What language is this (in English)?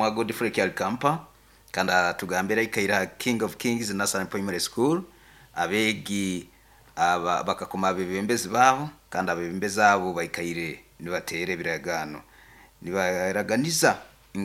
Nyoro